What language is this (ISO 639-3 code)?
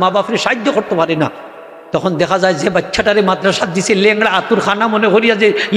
syl